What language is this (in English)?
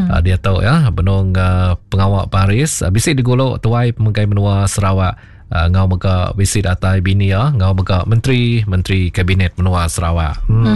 Iban